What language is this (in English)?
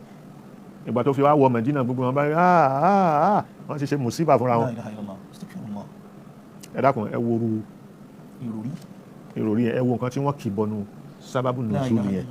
Yoruba